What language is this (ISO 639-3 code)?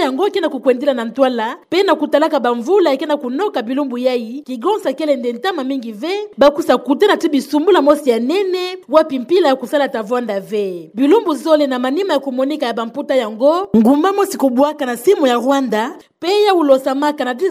ktu